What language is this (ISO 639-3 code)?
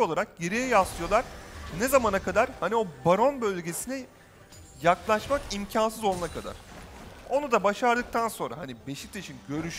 tur